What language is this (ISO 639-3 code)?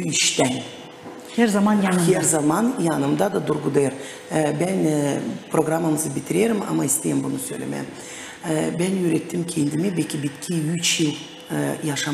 gag